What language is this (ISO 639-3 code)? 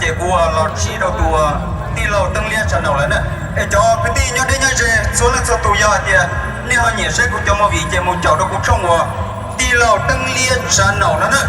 hmn